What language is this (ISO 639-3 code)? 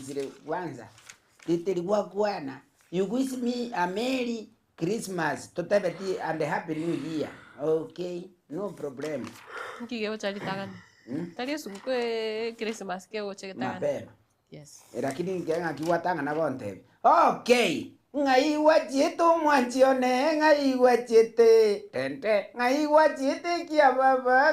guz